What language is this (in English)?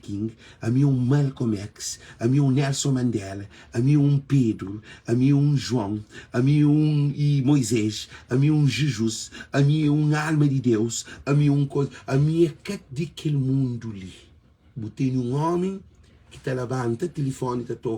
Kabuverdianu